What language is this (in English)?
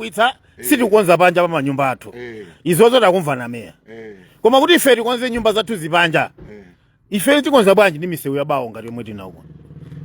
Nyanja